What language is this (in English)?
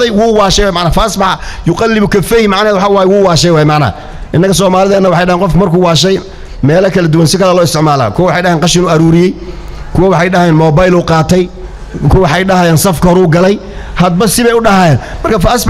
Somali